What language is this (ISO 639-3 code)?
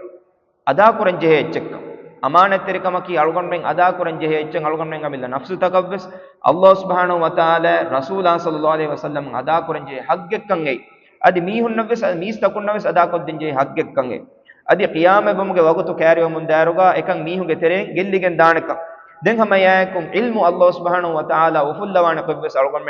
div